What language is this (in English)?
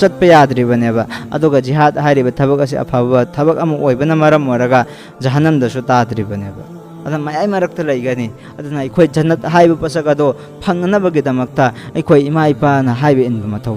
Manipuri